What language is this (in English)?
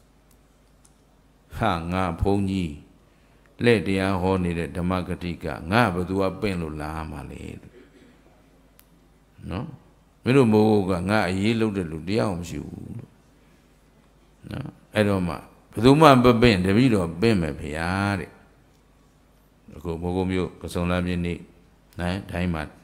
Burmese